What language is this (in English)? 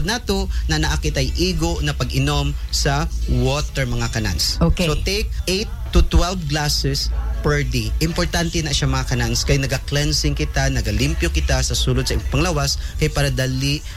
Cebuano